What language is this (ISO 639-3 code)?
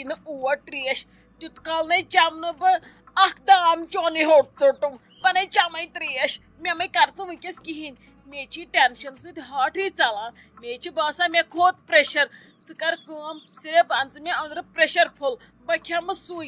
kas